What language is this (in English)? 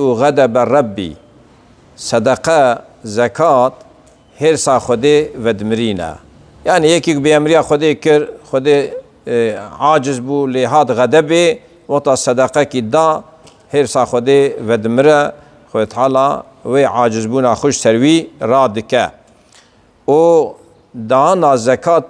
Kurdish